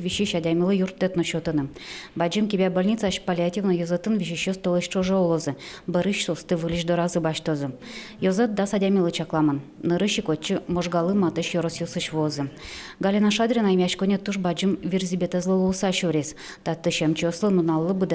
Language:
Udmurt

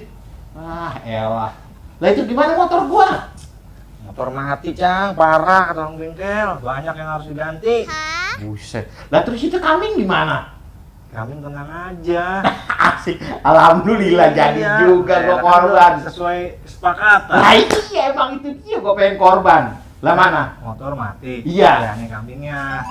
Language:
Betawi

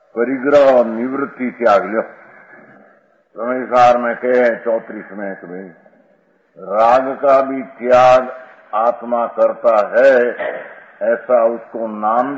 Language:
Hindi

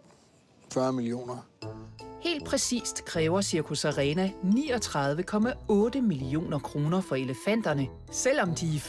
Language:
Danish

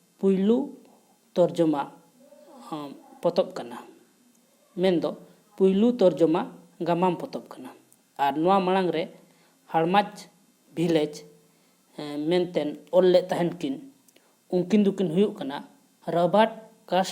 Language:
Santali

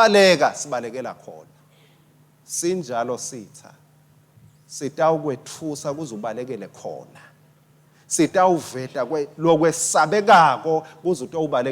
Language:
Swati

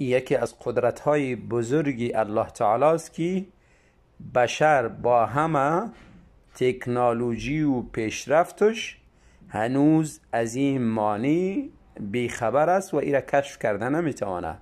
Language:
Tajik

